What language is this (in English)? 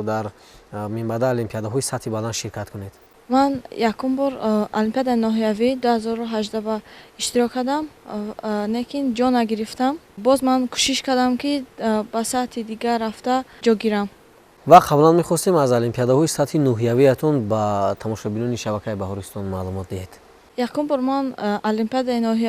Tajik